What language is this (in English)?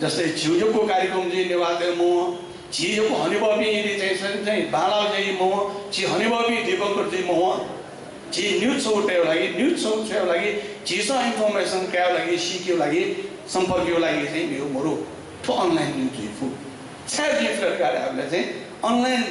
Newari